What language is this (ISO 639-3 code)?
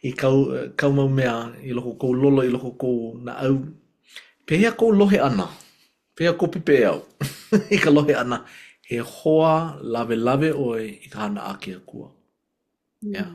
haw